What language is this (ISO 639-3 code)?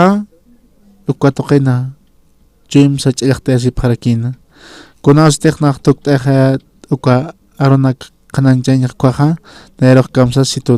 aym